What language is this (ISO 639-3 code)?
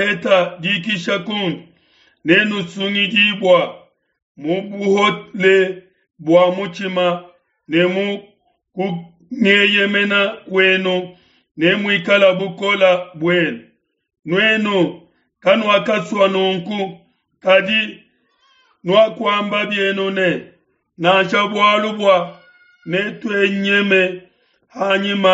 lua